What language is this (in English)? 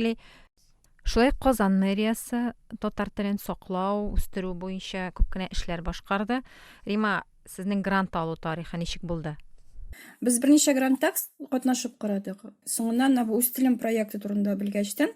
Tatar